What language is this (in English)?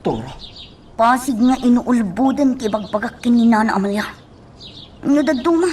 Iloko